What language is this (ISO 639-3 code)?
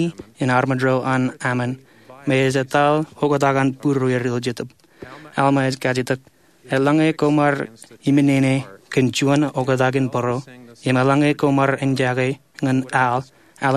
mah